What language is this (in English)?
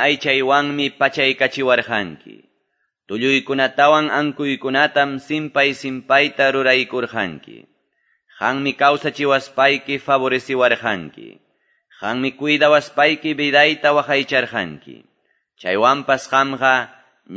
Quechua